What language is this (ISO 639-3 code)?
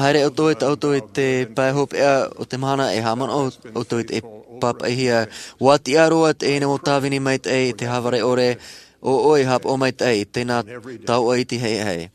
tah